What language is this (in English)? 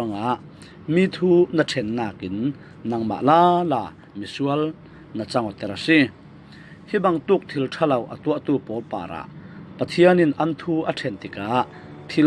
Falam Chin